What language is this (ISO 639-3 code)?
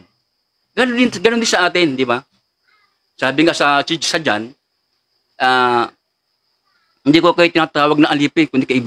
fil